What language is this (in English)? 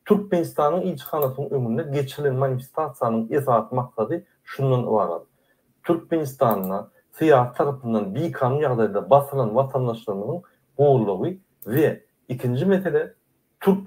Turkmen